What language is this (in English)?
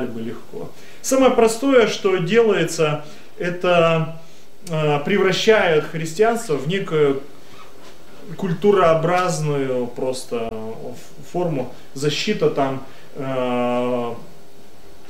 Russian